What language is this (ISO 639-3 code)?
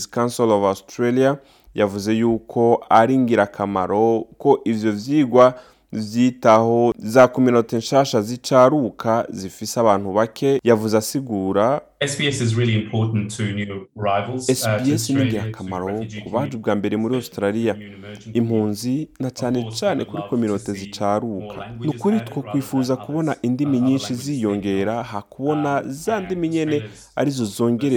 run